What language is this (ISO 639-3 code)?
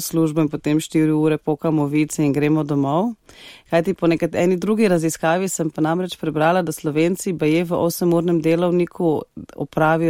slv